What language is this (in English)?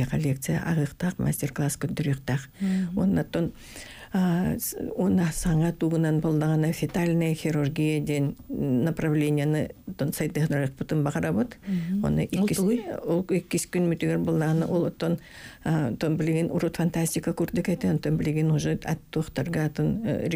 Yakut